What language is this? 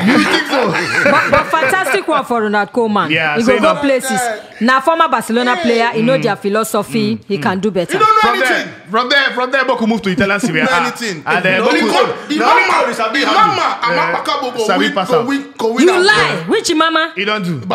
Nigerian Pidgin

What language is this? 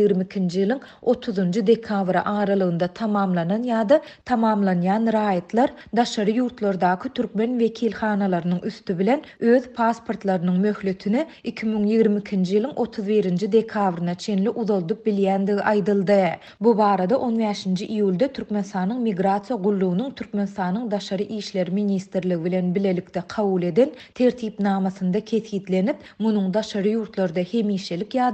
Turkmen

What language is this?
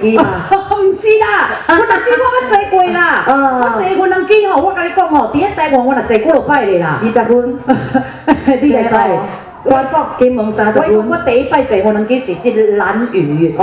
Min Nan Chinese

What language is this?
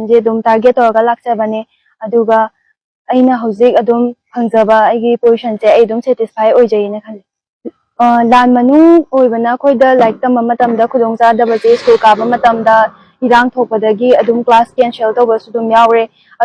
Manipuri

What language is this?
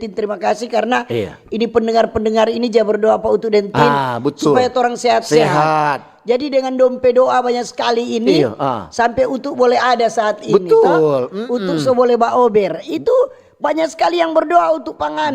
Manado Malay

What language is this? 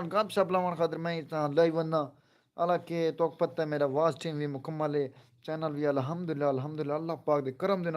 Saraiki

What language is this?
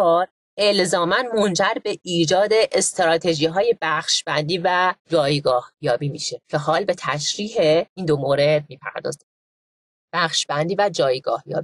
Persian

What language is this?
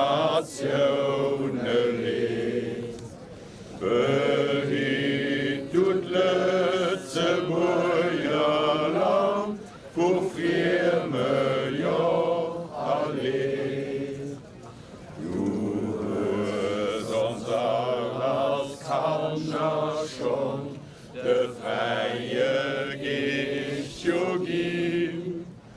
Luxembourgish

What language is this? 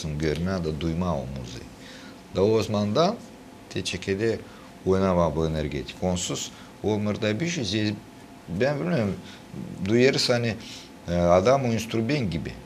Gagauz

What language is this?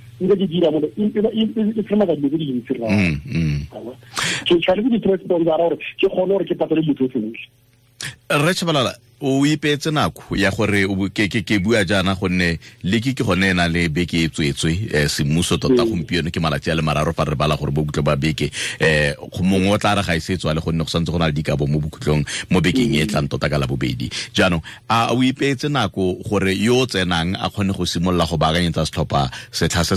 Tswana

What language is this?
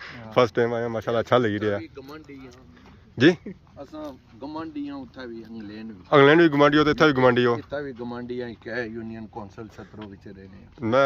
Pahari-Potwari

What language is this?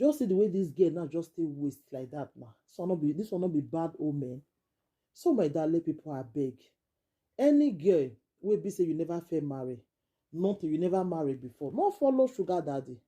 Nigerian Pidgin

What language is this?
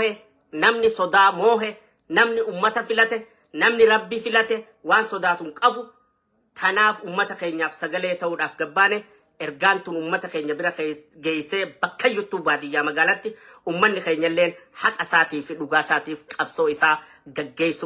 Oromo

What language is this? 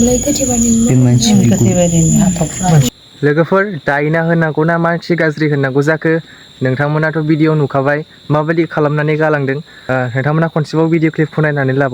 Bodo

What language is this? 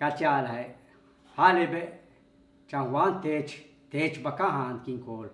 Yucateco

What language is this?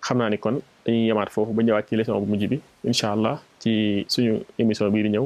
Wolof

